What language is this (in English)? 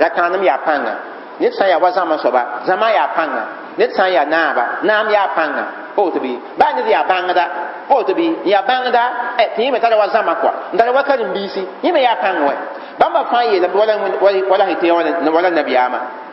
Mossi